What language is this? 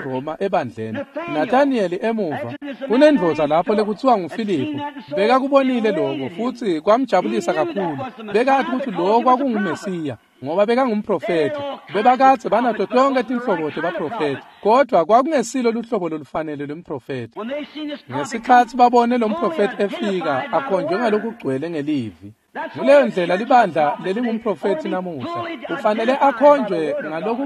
Swati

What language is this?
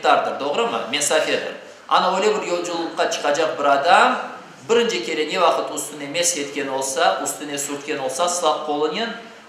Crimean Tatar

